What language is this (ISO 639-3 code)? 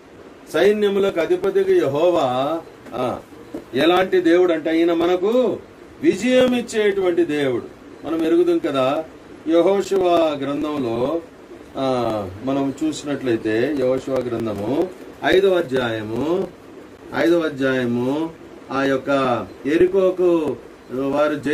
tel